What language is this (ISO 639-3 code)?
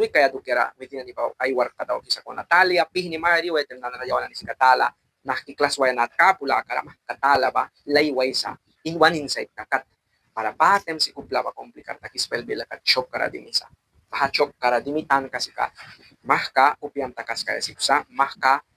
miq